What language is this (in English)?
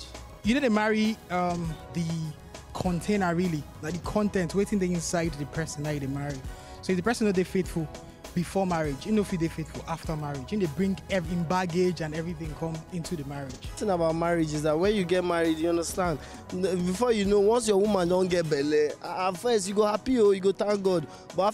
Nigerian Pidgin